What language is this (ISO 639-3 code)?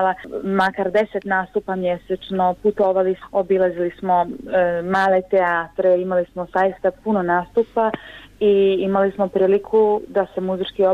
bos